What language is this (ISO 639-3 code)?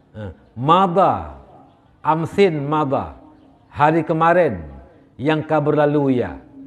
ace